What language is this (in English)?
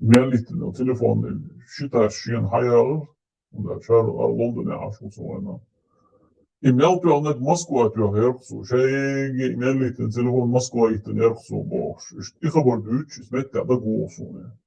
Chechen